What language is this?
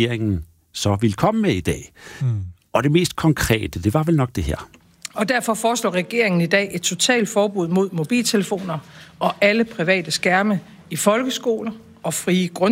Danish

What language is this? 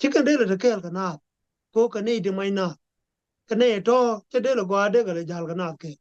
Nuer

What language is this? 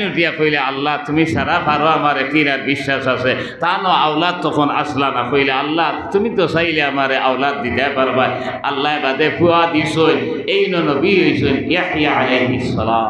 Sylheti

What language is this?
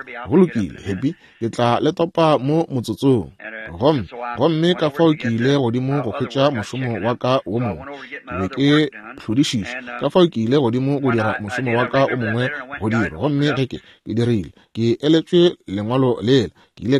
Northern Sotho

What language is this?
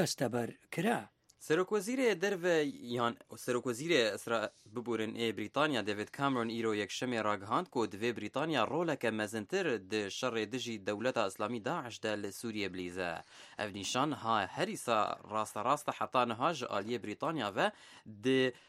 Kurdish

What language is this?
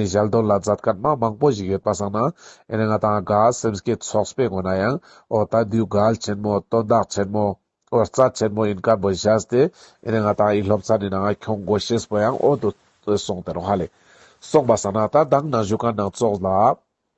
Ladakhi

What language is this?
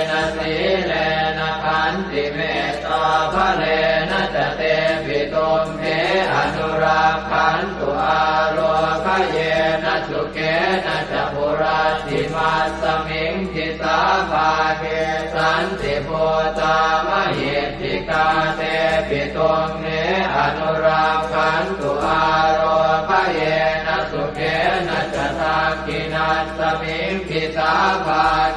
Pali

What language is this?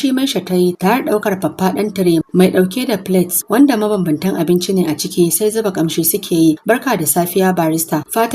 Hausa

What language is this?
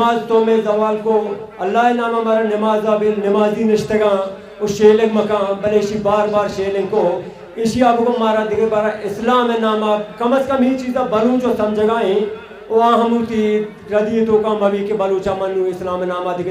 Baluchi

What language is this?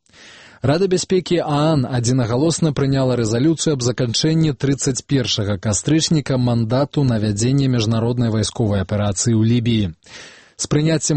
Belarusian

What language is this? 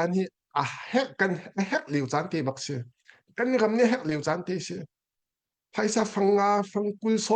Hakha Chin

